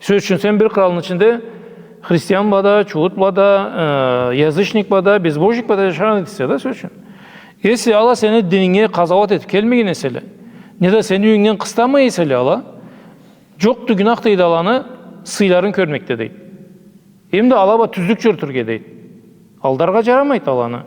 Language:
Karachay-Balkar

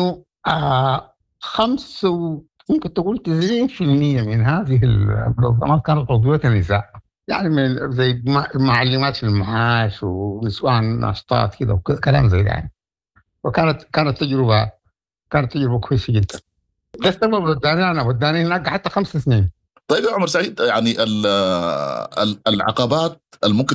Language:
Sudanese Arabic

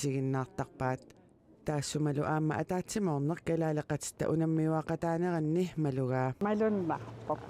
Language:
Kalaallisut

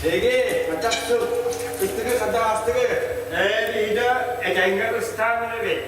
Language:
Yakut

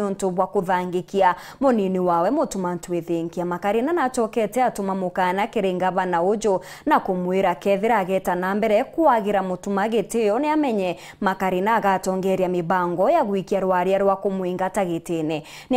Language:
Meru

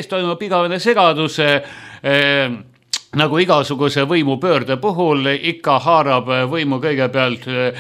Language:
Estonian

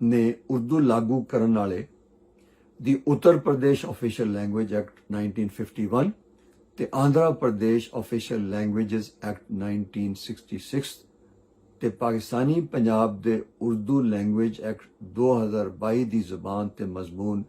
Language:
Western Panjabi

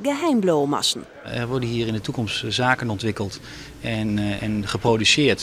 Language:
Western Frisian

